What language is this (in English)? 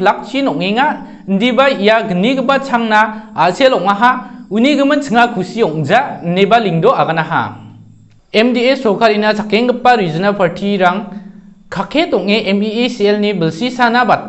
Garo